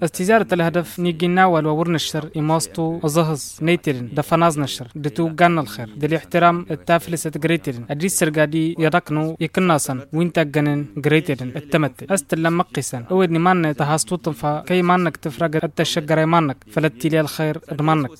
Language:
Tamasheq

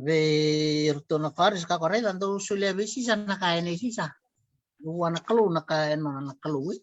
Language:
Fijian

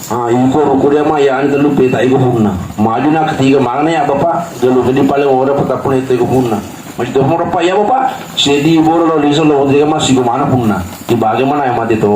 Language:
Buginese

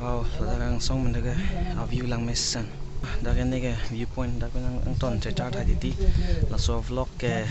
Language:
Karbi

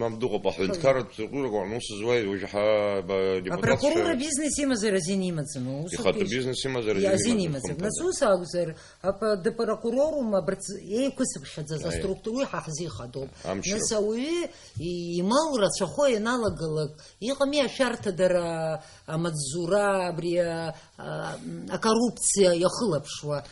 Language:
Abkhazian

